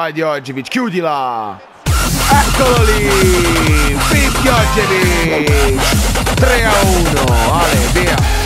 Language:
Italian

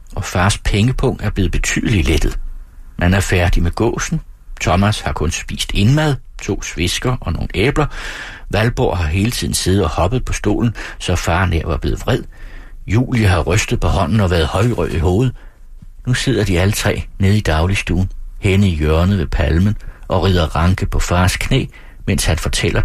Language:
Danish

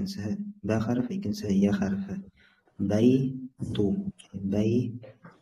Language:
Bashkir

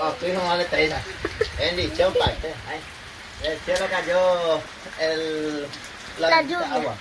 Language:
Guarani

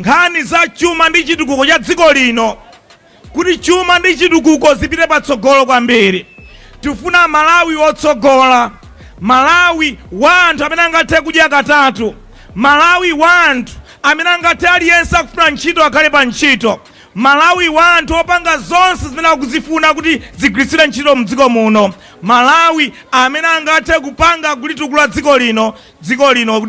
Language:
Nyanja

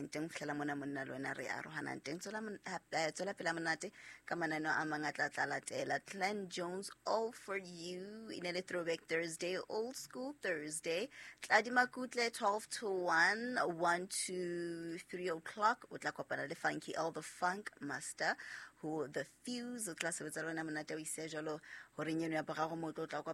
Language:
Southern Sotho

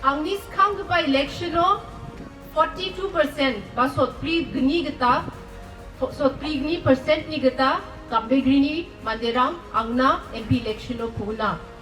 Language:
Garo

